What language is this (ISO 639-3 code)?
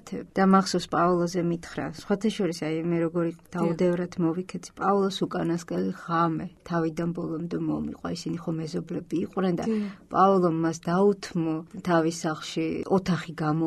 kat